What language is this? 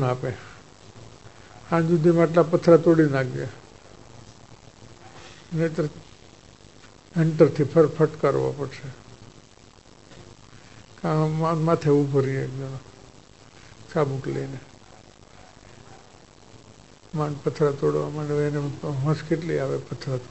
Gujarati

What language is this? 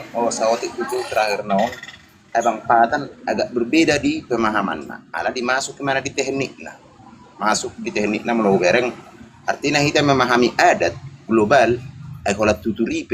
Batak Toba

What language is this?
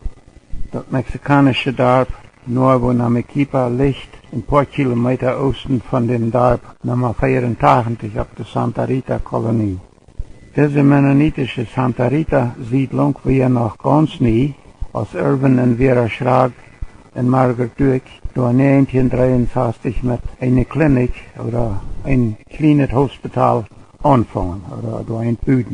Plautdietsch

